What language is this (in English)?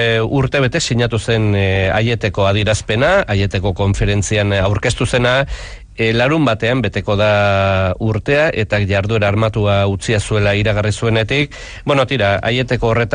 Basque